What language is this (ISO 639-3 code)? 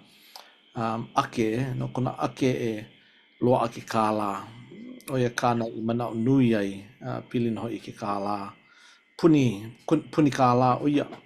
haw